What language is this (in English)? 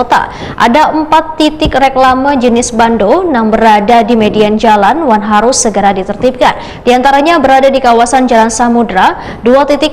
Banjar